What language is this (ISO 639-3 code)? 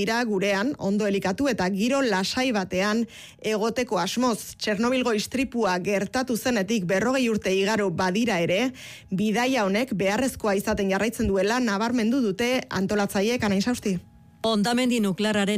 eus